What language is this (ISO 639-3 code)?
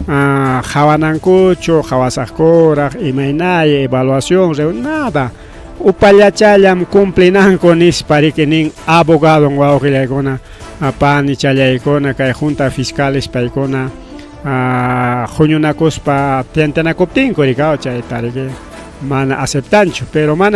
quy